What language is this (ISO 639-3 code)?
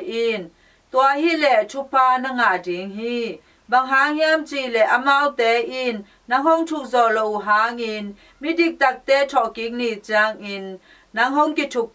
ctd